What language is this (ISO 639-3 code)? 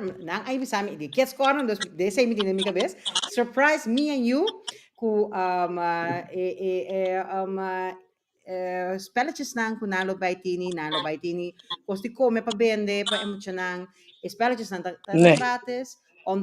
pap